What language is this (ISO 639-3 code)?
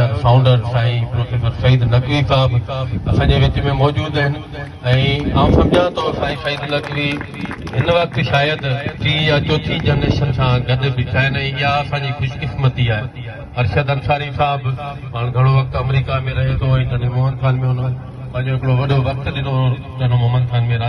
snd